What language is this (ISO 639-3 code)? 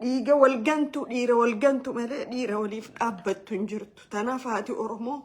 orm